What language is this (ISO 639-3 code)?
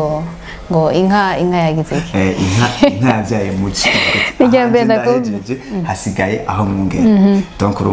run